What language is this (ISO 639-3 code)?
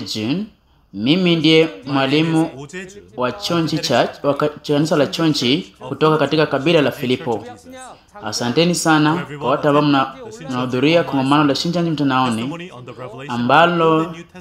swa